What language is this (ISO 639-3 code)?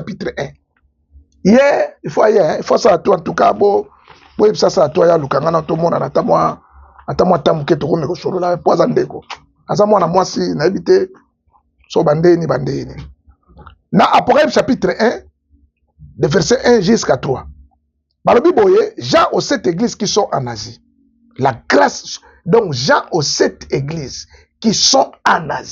lin